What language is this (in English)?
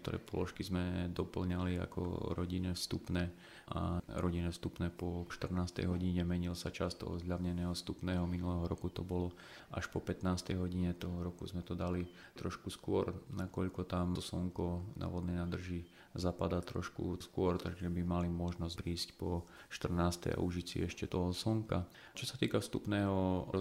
Slovak